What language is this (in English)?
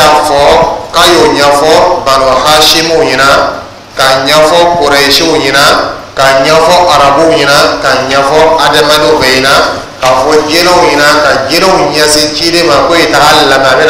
Dyula